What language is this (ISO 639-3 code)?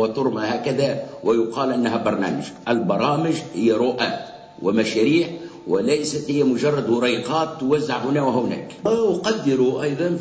aeb